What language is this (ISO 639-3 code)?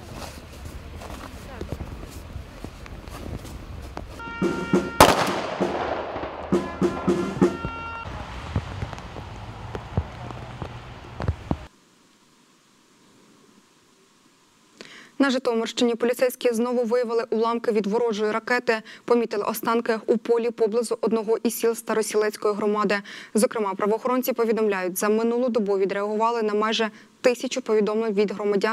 ukr